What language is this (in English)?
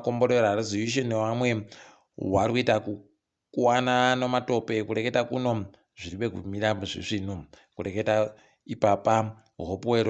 Ndau